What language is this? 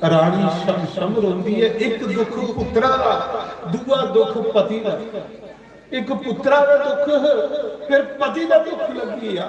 Dogri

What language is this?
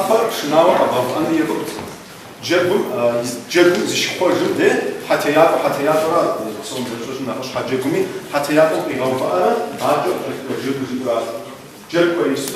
Kabardian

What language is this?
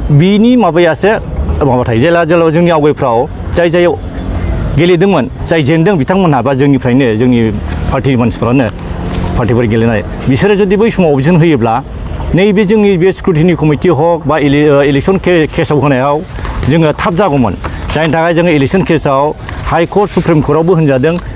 Bodo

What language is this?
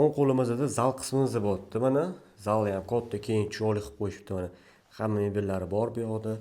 Uzbek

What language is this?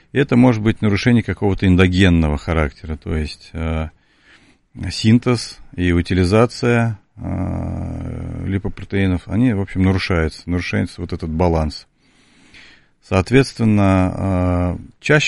Russian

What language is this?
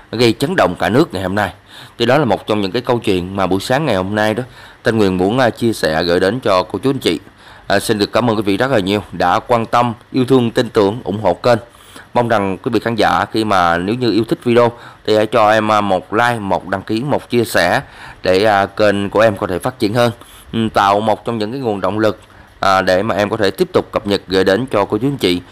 Vietnamese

